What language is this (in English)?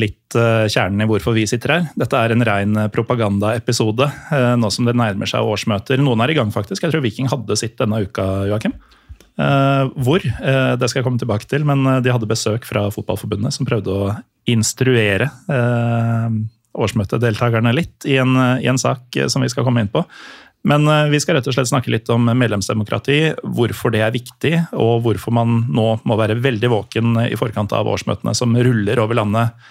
Norwegian